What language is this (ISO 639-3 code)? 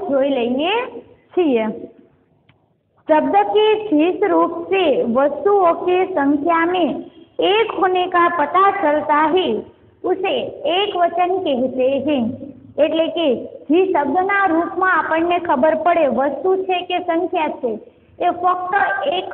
guj